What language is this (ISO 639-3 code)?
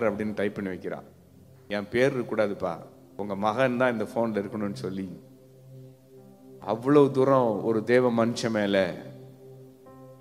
tam